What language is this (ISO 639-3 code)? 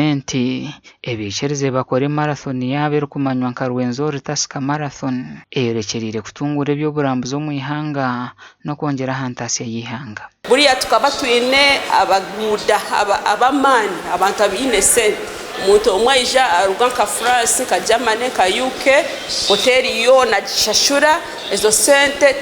nyn